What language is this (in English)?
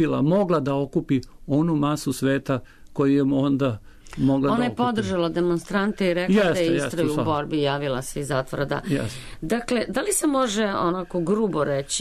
Serbian